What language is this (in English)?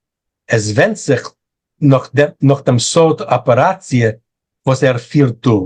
Yiddish